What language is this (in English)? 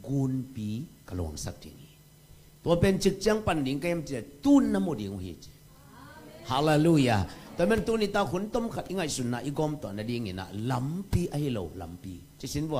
Tedim Chin